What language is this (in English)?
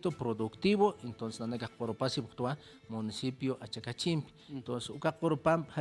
Aymara